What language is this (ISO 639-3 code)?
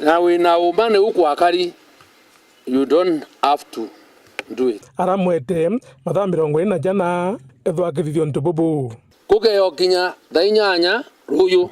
mer